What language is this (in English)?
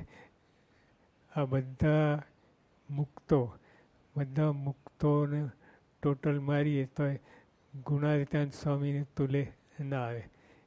Gujarati